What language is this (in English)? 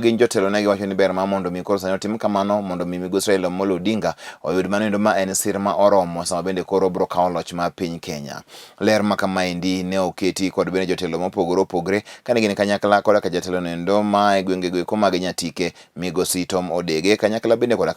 Luo (Kenya and Tanzania)